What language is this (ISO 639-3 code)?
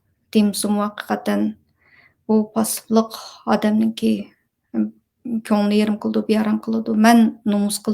uig